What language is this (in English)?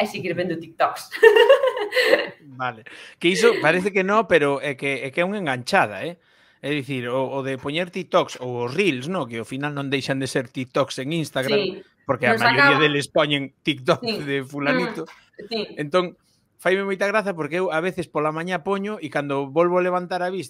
Galician